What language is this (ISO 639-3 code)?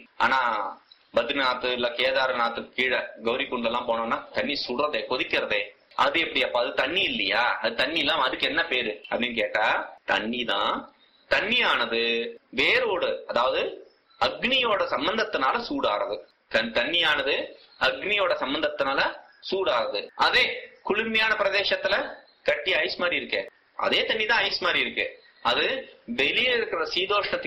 tam